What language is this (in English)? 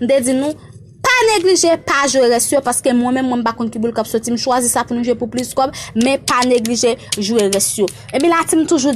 Haitian Creole